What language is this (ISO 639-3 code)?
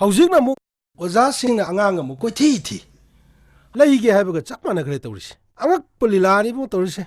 mni